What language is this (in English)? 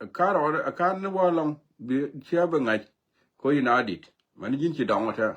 Nuer